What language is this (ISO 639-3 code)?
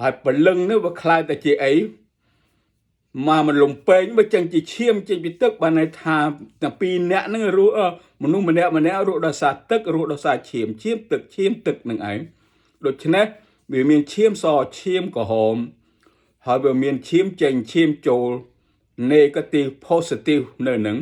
khm